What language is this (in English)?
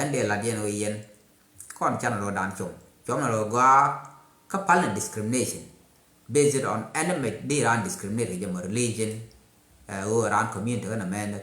Nuer